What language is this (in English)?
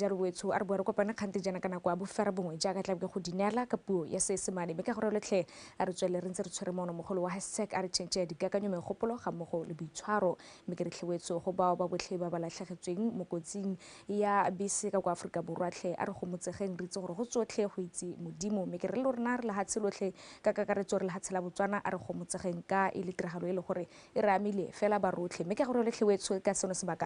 Tswana